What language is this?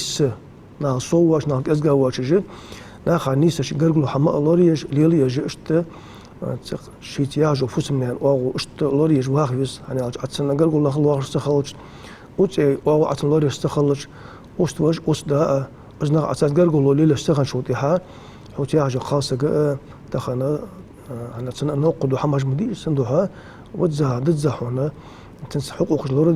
Ingush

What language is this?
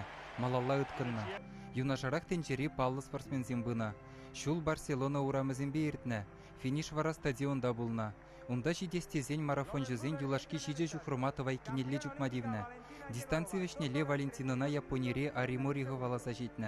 Chuvash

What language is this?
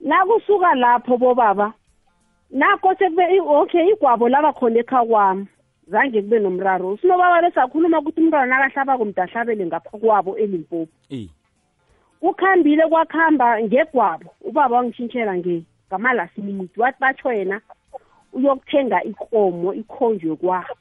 South Ndebele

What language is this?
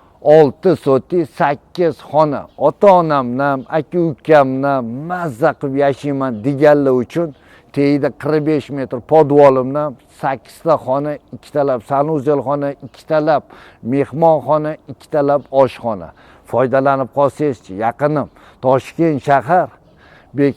Uzbek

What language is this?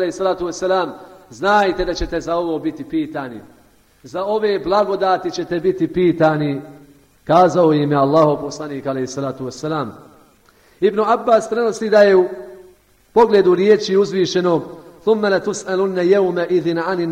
Bosnian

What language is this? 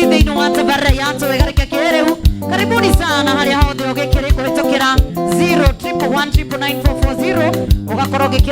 Kikuyu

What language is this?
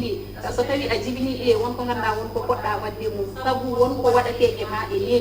Fula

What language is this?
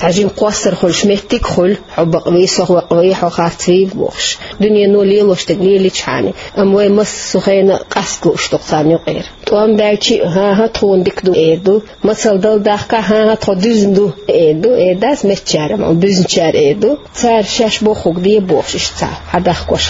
Chechen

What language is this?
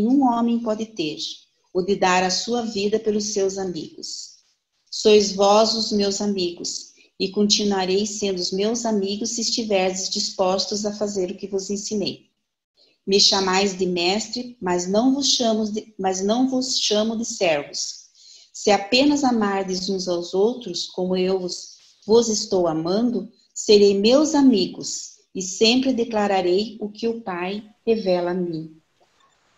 Portuguese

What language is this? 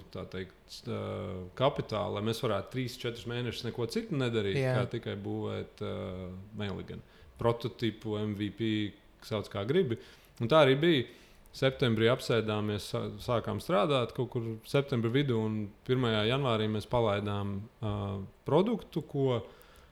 Latvian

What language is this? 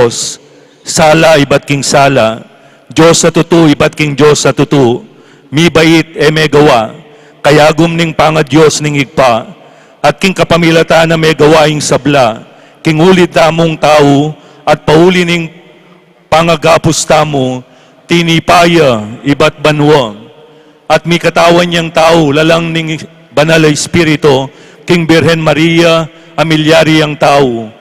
Pampanga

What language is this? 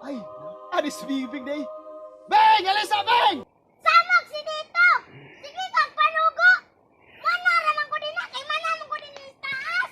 Cebuano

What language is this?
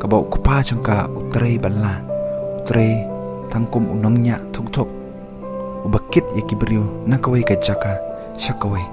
Khasi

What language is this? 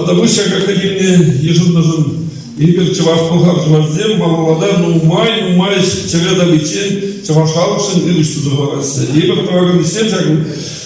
Chuvash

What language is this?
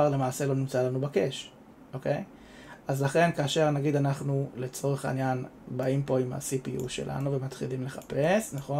Hebrew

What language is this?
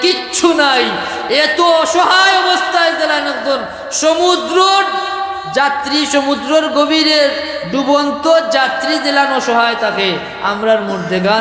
Sylheti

